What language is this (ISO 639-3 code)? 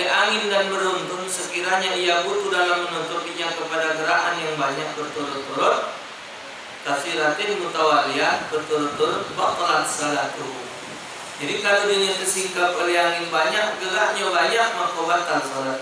mui